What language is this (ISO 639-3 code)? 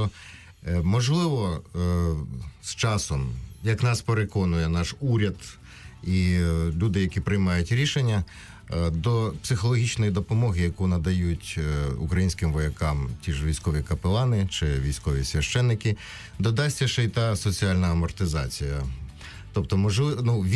ukr